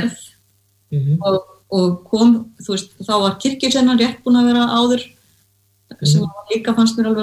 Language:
Icelandic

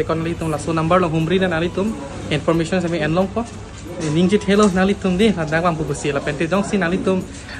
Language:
Karbi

